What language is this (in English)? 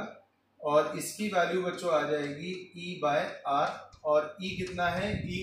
Hindi